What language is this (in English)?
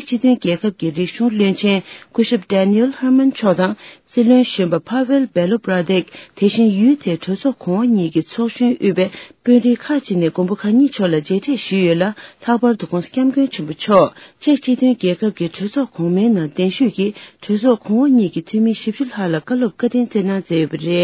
Tibetan